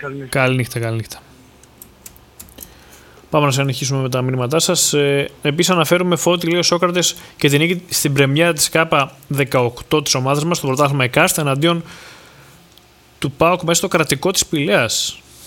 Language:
Greek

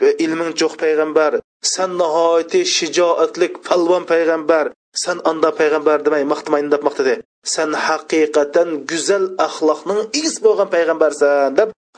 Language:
Uyghur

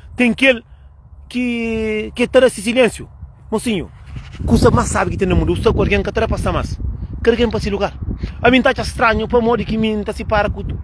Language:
Kabuverdianu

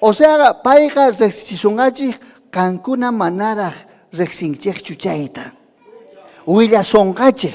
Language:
Ayacucho Quechua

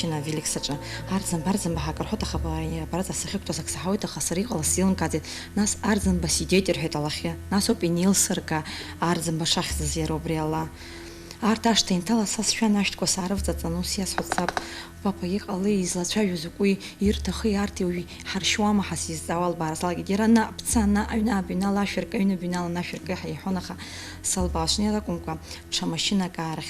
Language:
Abkhazian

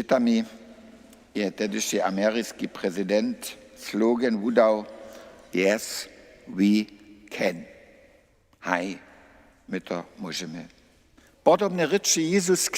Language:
Upper Sorbian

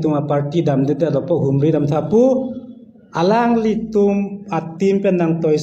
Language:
Karbi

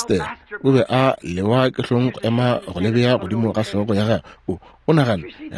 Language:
Northern Sotho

